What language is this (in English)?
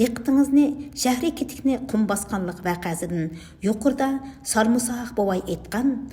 Uyghur